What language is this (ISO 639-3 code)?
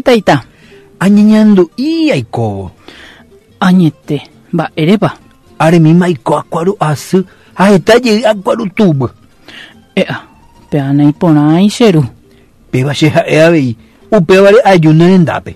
grn